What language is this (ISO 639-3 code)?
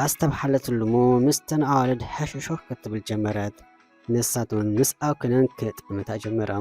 tir